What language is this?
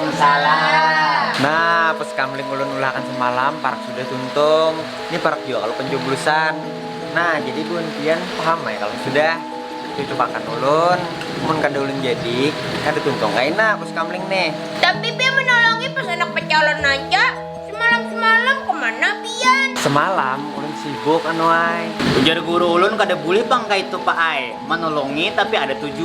Banjar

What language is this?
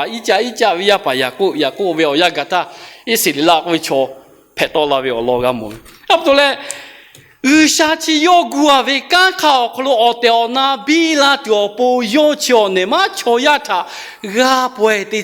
Lahu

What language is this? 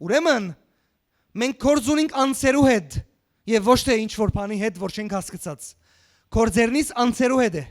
Western Armenian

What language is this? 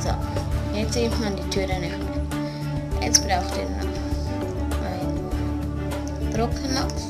Swiss German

